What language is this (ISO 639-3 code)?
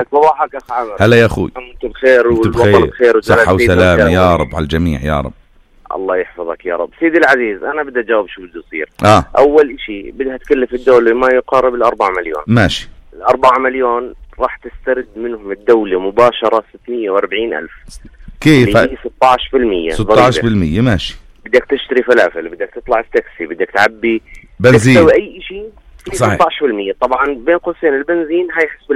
apc